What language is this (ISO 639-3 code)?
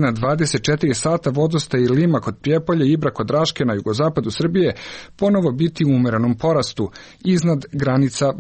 srp